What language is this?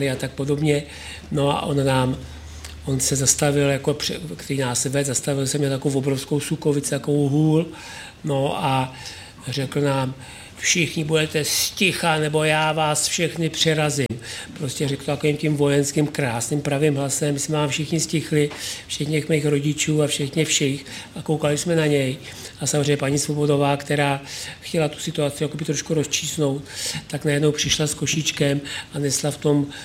Czech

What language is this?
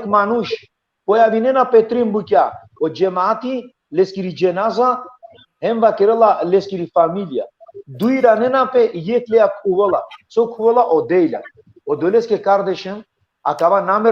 Balkan Romani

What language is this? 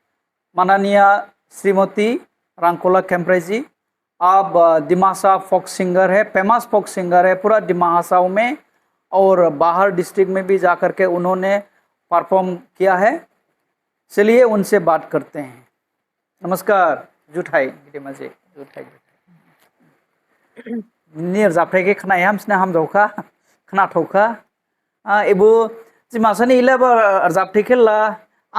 Dimasa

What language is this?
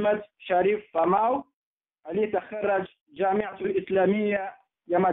Swahili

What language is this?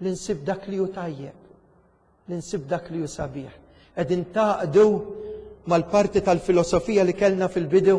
Maltese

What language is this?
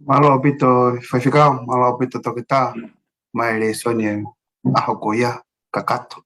Tongan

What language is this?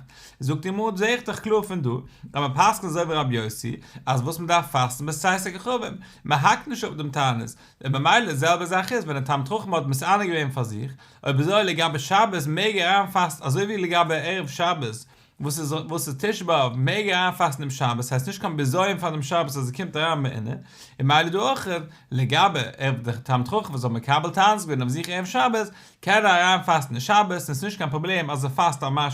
Yiddish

